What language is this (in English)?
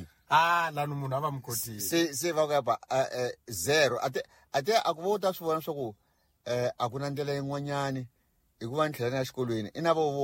Tsonga